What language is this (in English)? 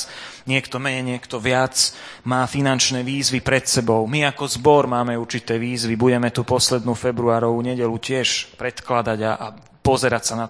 Slovak